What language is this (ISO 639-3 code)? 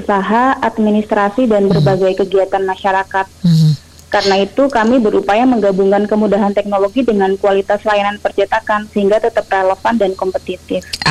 ind